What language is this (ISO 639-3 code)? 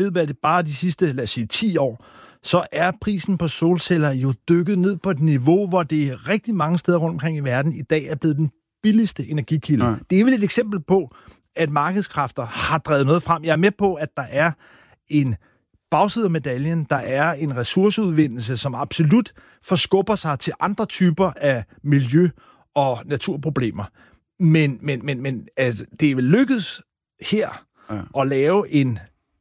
dan